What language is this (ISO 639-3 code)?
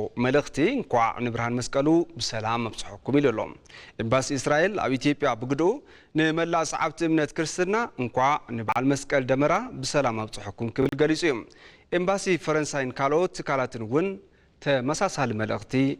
tir